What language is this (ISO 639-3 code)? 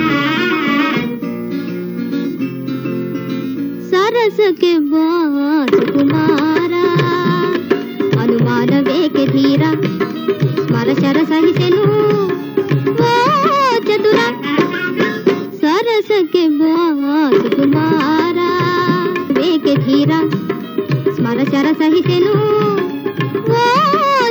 kan